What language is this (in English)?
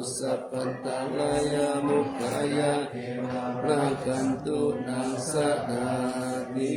Pali